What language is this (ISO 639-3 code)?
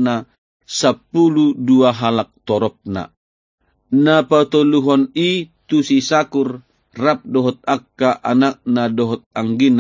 bbc